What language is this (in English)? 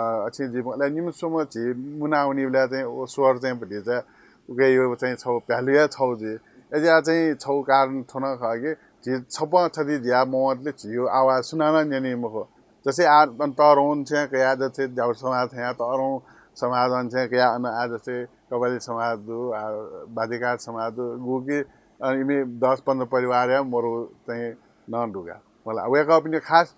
Newari